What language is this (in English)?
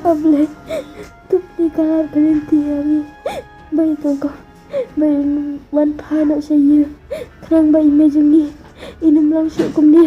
Khasi